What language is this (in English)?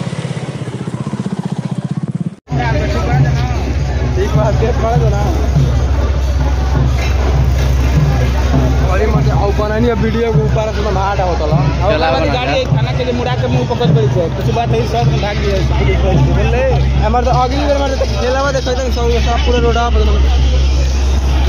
Bhojpuri